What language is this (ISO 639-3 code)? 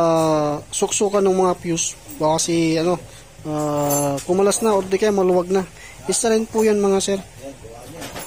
fil